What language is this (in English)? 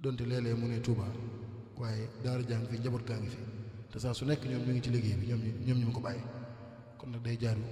Wolof